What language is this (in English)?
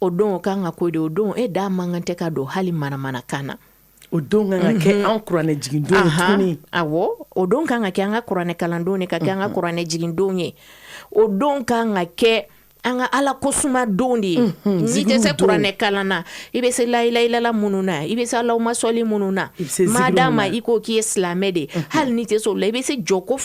Bambara